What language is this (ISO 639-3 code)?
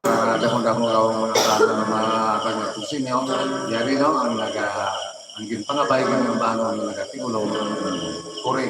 hil